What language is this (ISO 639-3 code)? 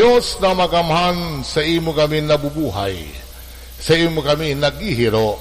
bik